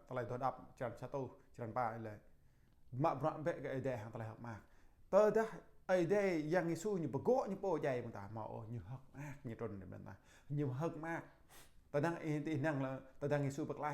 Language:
Jarai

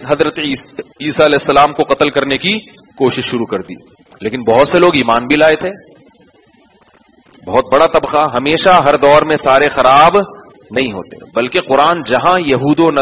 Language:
Urdu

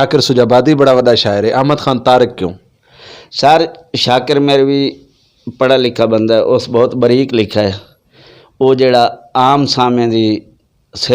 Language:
Saraiki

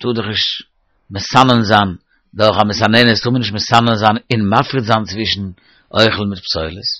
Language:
Yiddish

